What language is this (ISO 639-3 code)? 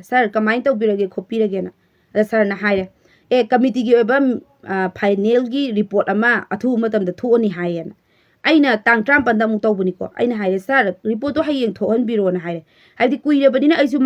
mni